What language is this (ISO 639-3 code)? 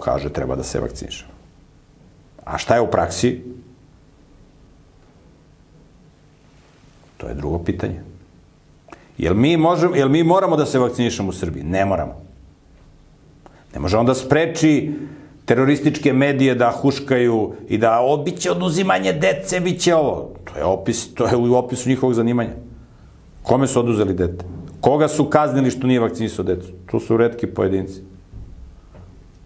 srp